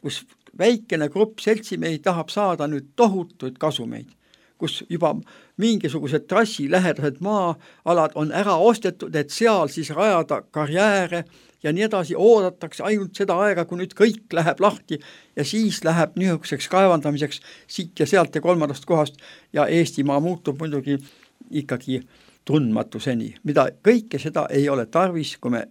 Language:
Estonian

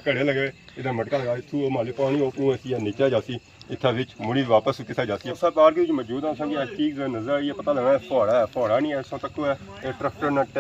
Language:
Pahari-Potwari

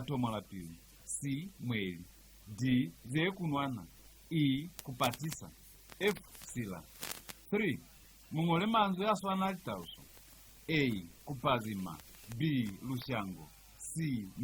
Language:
Lozi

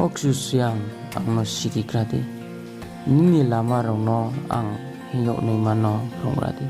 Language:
Riang (India)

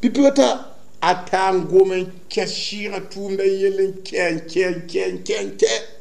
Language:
Mossi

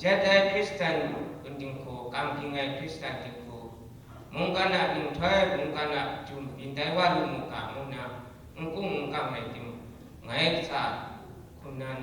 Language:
Kachin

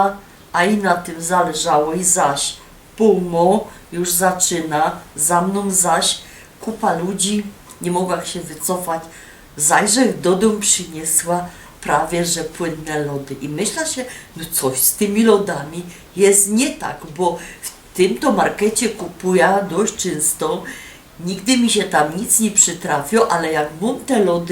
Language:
Silesian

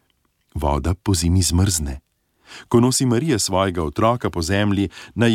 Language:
Slovenian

